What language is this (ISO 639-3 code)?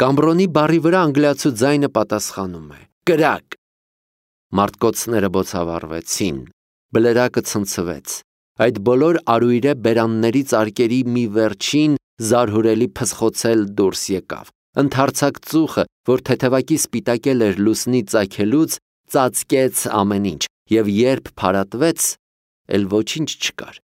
hye